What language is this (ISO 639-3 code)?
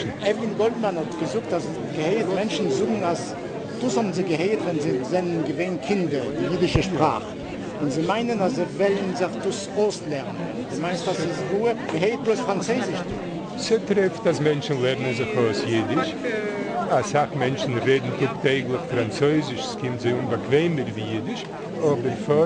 yid